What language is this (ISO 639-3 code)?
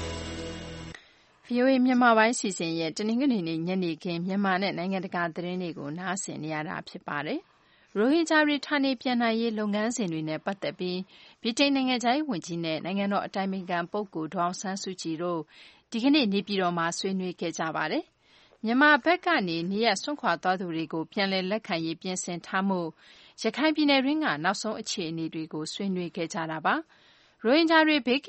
mya